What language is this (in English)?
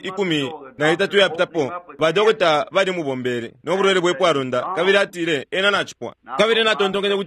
Bemba